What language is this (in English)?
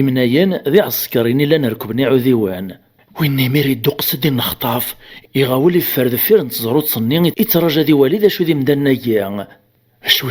Kabyle